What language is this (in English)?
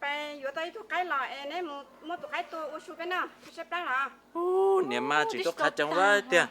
Hmong